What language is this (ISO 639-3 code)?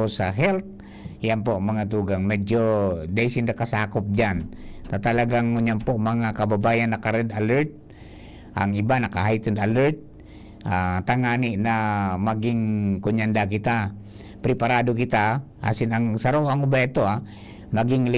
bik